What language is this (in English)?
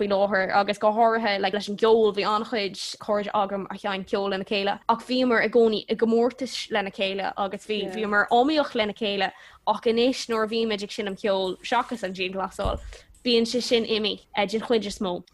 Irish